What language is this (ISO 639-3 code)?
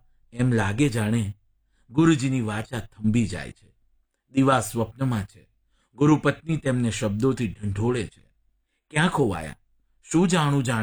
guj